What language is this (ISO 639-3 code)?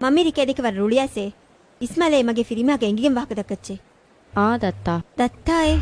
div